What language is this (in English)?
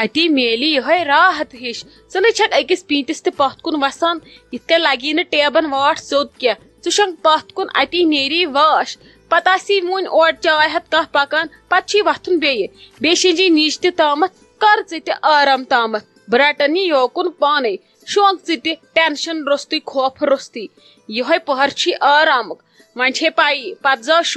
Kashmiri